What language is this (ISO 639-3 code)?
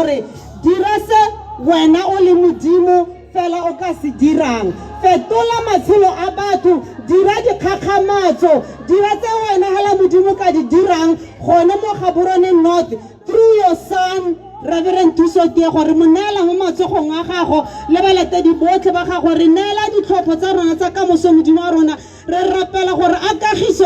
tsn